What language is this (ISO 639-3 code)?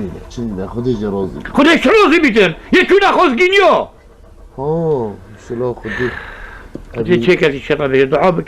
kur